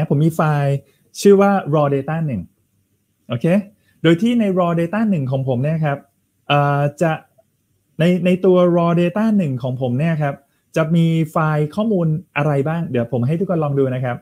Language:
Thai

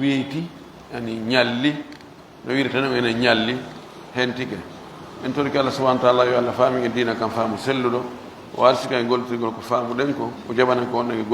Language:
Pular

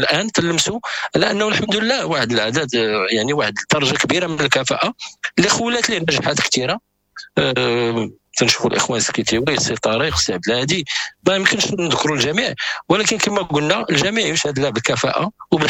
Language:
Moroccan Arabic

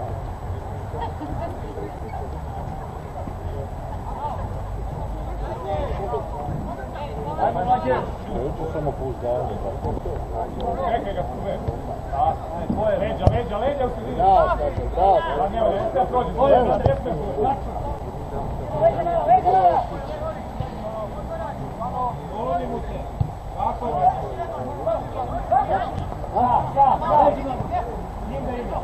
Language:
Serbian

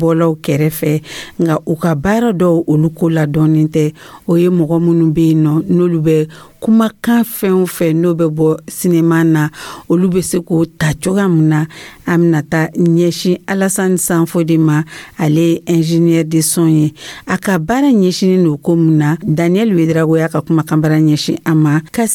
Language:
Dyula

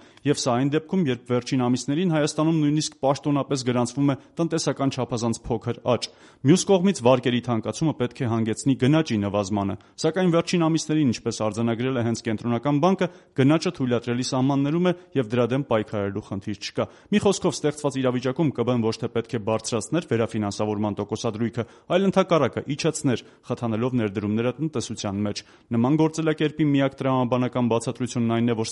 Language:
Armenian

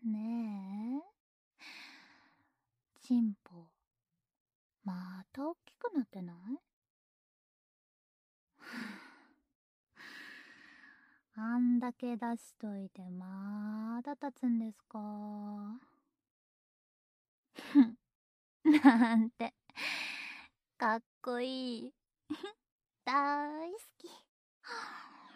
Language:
Japanese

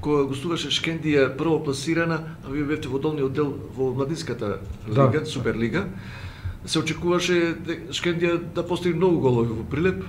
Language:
Macedonian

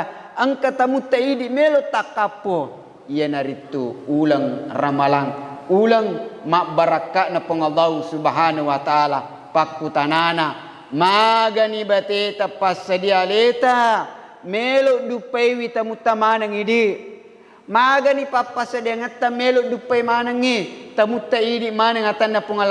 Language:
Buginese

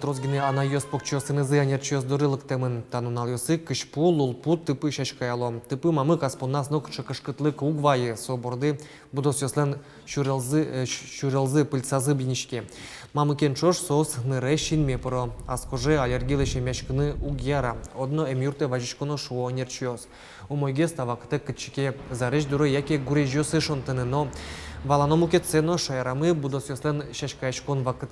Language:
Udmurt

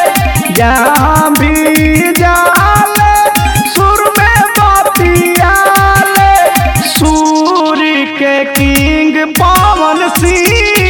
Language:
Bhojpuri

